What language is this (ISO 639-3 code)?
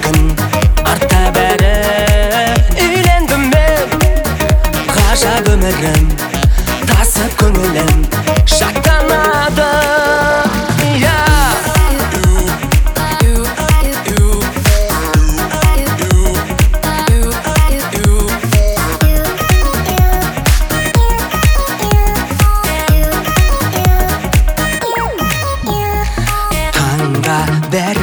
kaz